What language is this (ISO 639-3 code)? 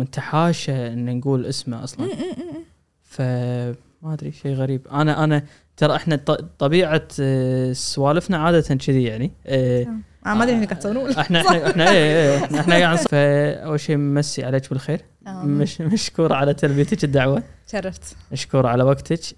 afb